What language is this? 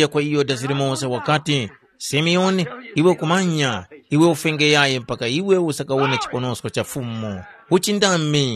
Tumbuka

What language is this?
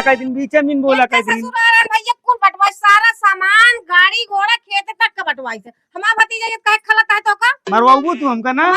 Awadhi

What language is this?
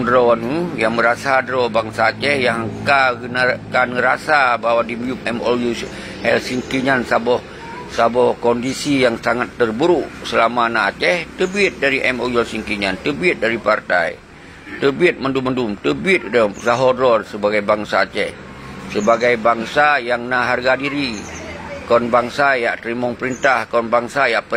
Achinese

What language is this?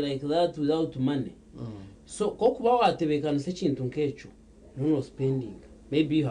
Nyankole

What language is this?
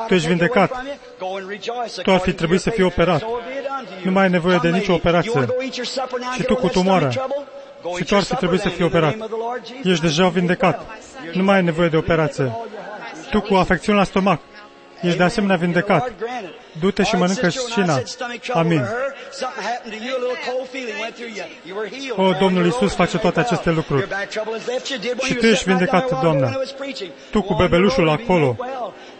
Romanian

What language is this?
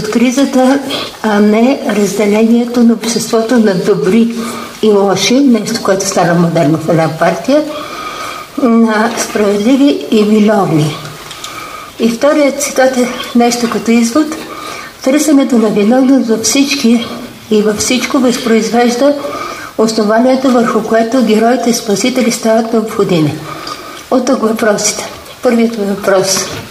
Bulgarian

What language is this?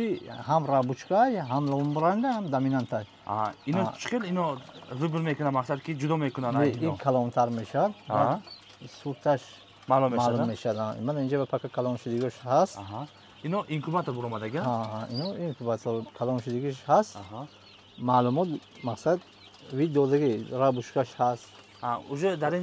Tajik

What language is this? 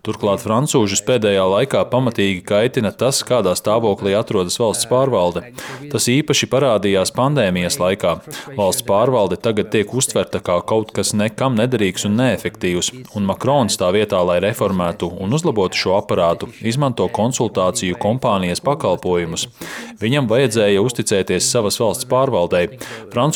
Latvian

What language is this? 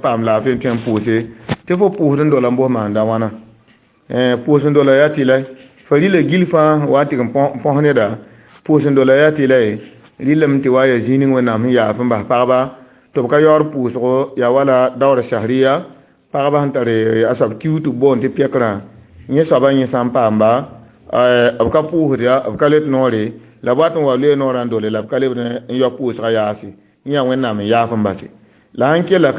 Mossi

